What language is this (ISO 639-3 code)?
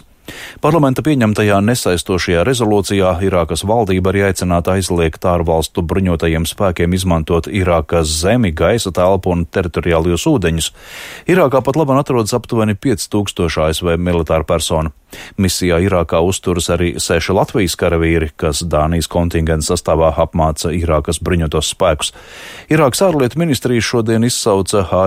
lav